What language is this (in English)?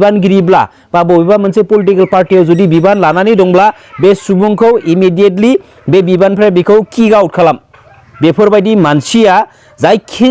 Bodo